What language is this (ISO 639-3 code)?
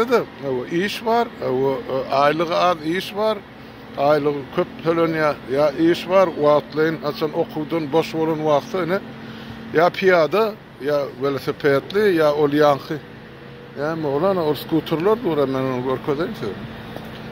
tuk